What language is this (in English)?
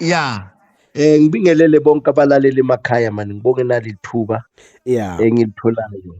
Zulu